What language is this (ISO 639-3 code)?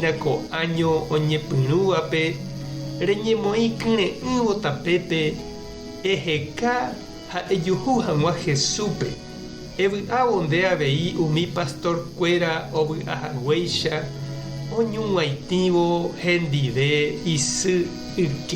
grn